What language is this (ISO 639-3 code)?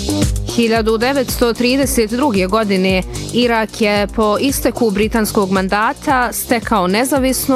bos